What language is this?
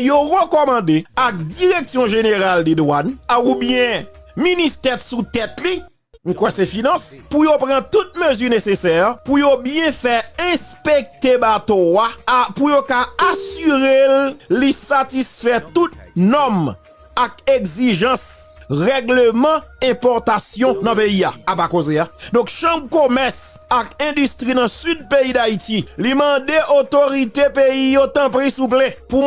Haitian Creole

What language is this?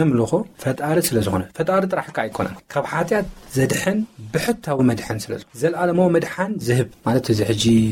Tigrinya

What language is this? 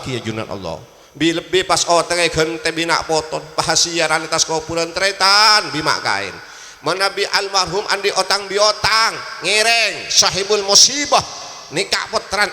Madurese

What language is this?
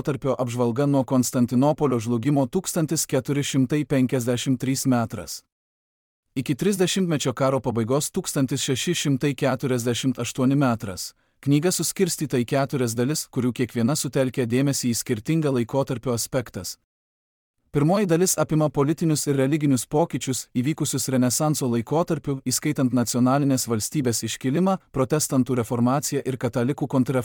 Lithuanian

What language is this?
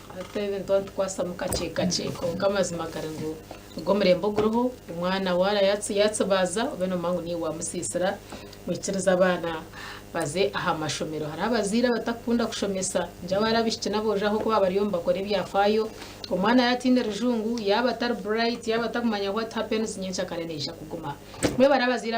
Nyankole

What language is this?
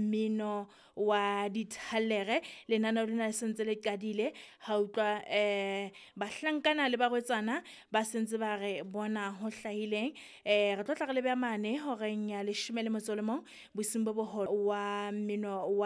Southern Sotho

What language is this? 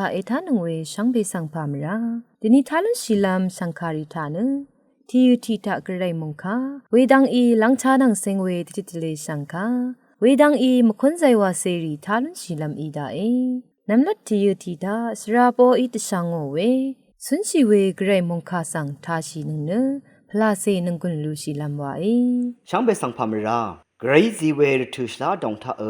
Rawang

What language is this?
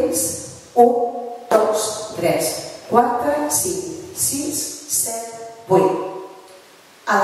Catalan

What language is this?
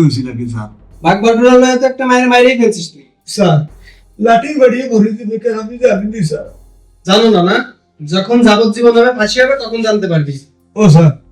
Sylheti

